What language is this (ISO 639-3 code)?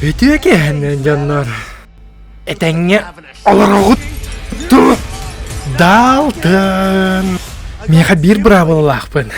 sah